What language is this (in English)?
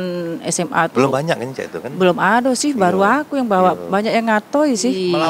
Musi